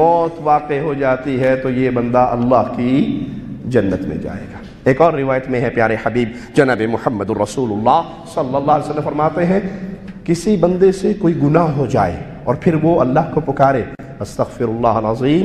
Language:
Urdu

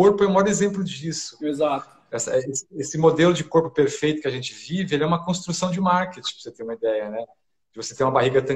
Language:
Portuguese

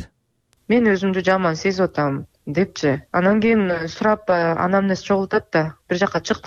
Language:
Kyrgyz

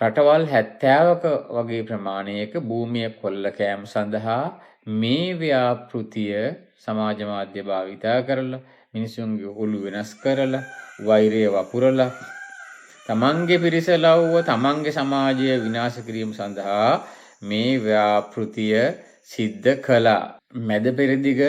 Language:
Sinhala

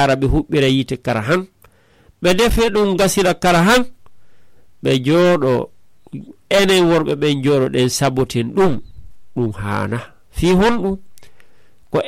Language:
Fula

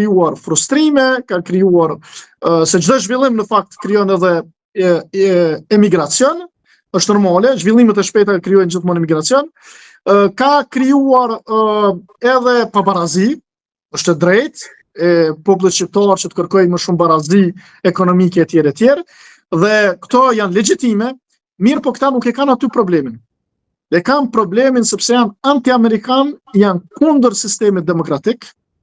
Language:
Albanian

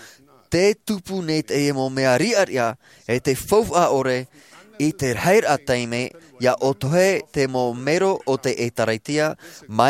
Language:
Tahitian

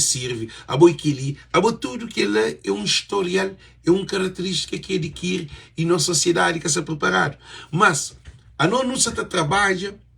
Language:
Kabuverdianu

